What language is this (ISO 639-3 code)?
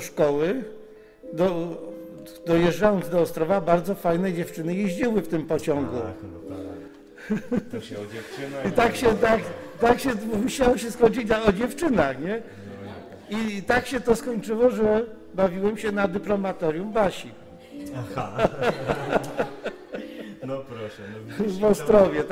pol